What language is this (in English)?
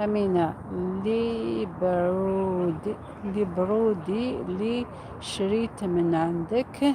Algerian Arabic